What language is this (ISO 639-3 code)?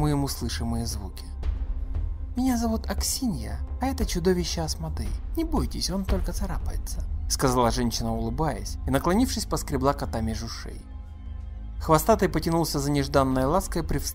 rus